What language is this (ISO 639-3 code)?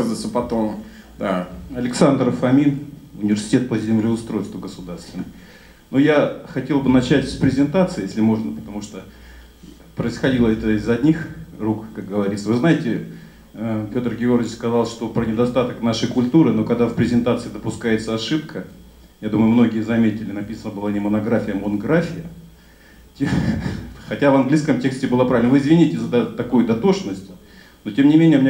rus